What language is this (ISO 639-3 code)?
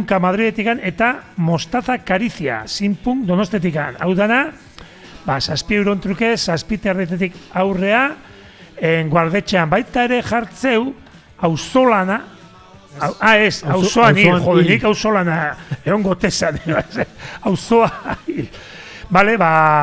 eus